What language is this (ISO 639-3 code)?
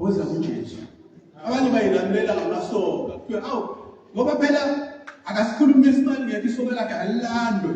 zul